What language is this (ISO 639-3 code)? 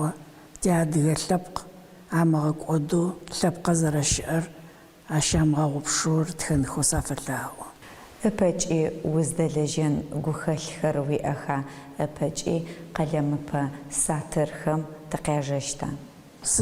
ady